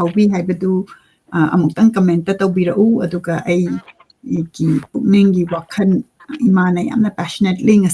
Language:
Manipuri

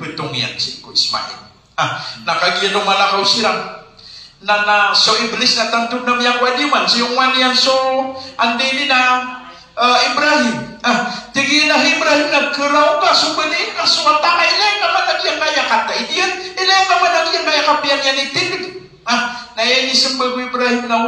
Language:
Maranao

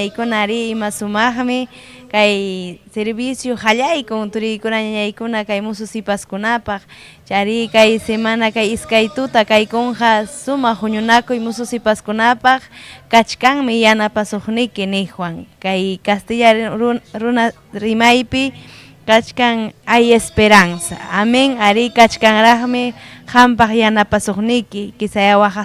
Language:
Ayacucho Quechua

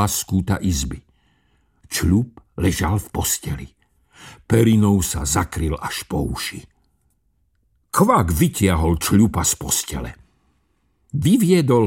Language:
Slovak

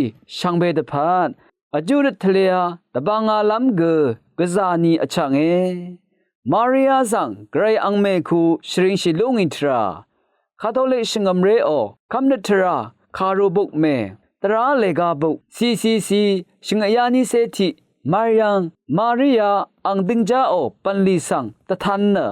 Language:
Rawang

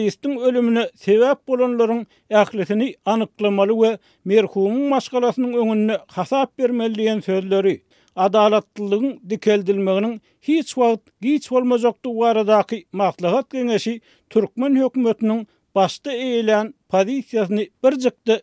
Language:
Turkmen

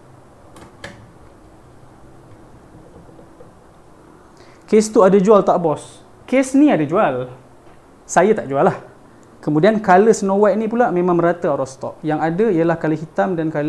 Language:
Malay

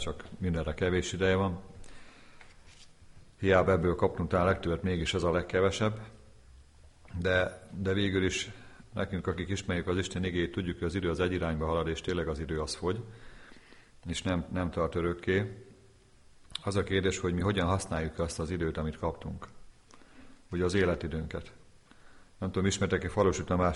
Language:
Hungarian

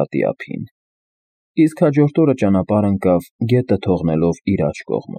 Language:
Armenian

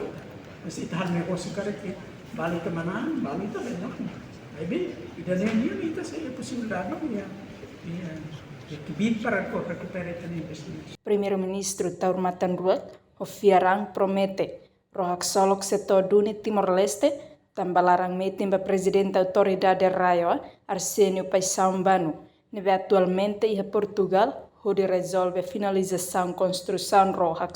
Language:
Tetum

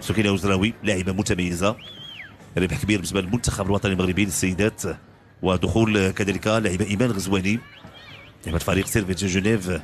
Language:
Moroccan Arabic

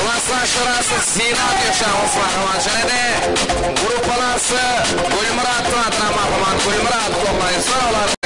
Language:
Kara-Kalpak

